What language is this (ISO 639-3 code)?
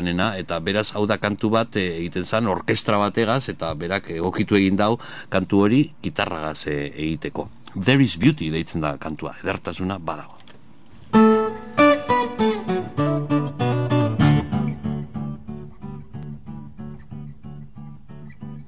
eus